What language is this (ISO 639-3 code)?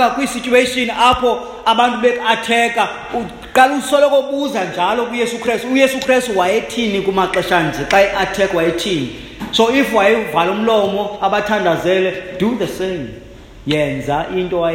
xho